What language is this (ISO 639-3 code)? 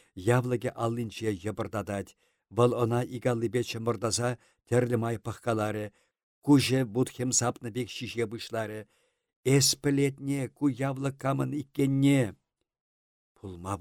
chv